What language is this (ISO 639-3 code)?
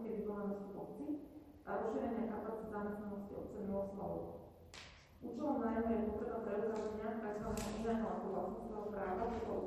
slk